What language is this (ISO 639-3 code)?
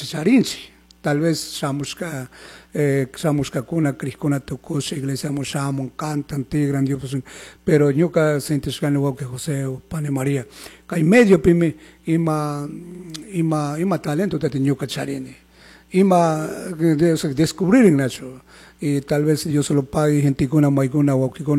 qug